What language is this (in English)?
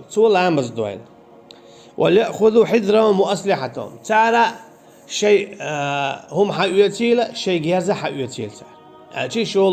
Chechen